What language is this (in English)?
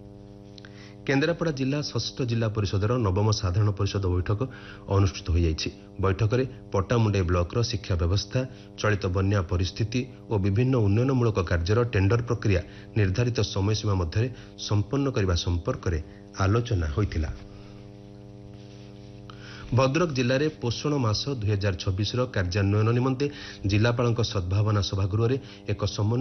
Odia